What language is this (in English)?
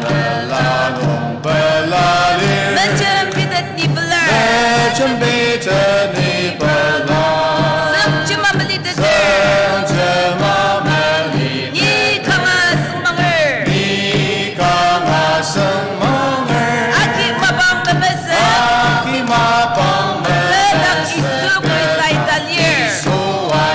Ao Naga